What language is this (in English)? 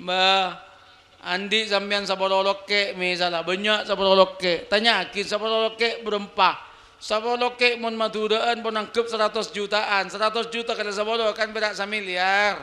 Madurese